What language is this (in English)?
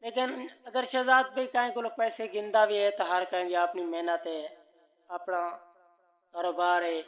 Saraiki